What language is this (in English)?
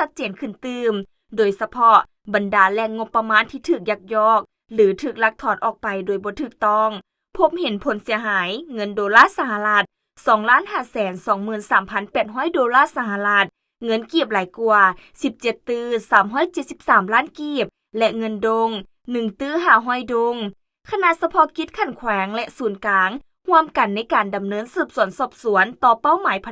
Lao